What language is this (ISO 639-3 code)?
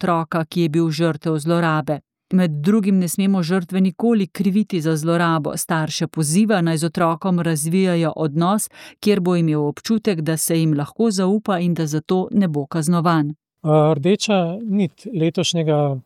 slv